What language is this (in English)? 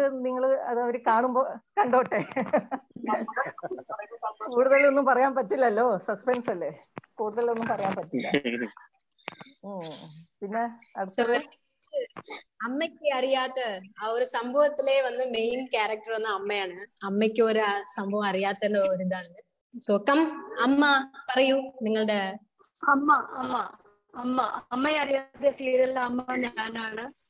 Malayalam